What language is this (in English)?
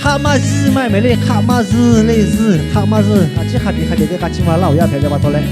Lahu